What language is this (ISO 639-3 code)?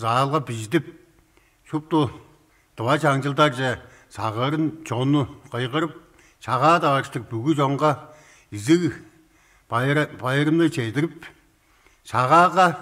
tyv